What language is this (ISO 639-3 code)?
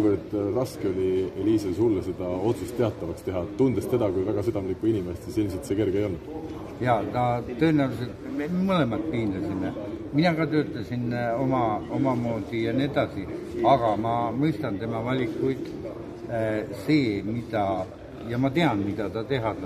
est